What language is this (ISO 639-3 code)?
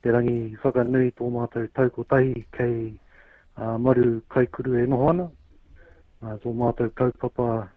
mri